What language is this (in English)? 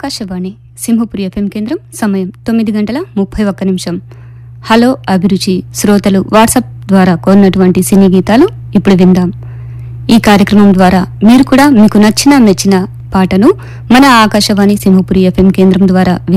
Telugu